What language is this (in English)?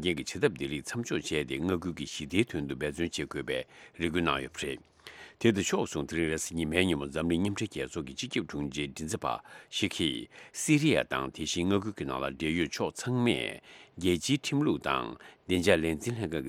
Tibetan